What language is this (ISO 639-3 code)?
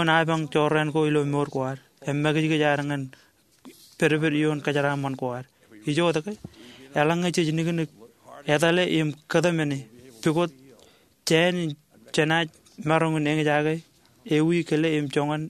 mah